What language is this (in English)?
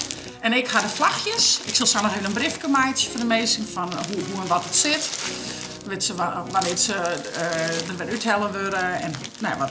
Western Frisian